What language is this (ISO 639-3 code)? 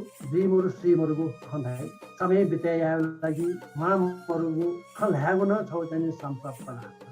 new